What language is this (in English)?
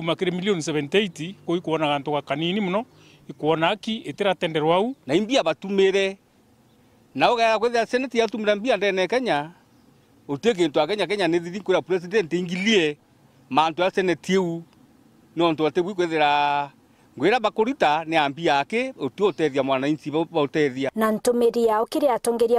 Meru